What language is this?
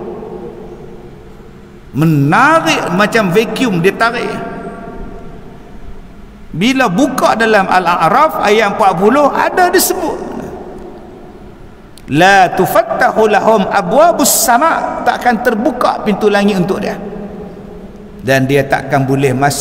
Malay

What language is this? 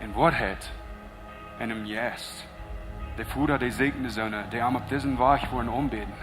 Plautdietsch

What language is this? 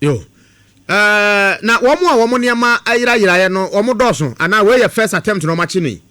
Akan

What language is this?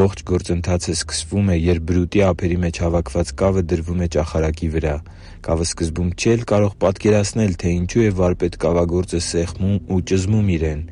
Armenian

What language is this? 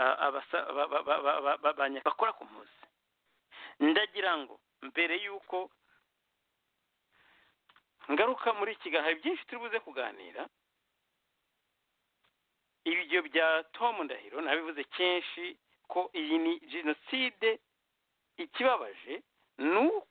Kinyarwanda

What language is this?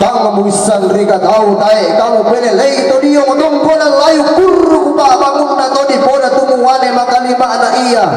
Toraja-Sa'dan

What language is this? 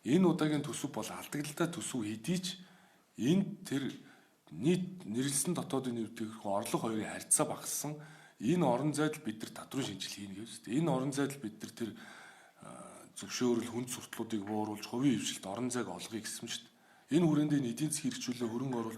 Mongolian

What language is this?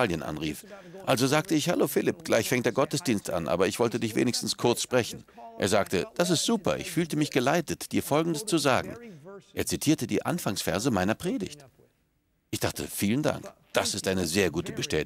German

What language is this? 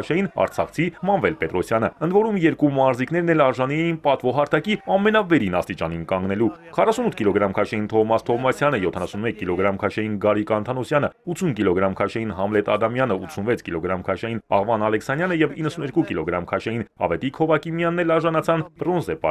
Armenian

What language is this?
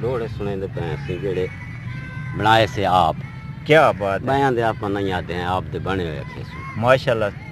Saraiki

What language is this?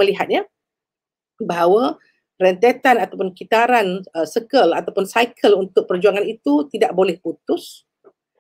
Malay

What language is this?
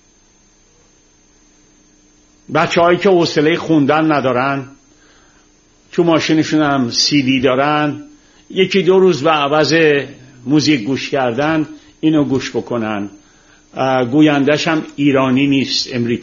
Persian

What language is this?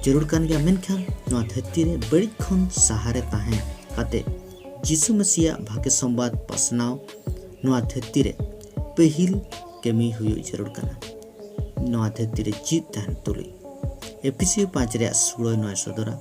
Santali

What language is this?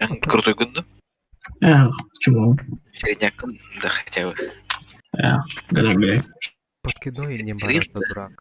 Yakut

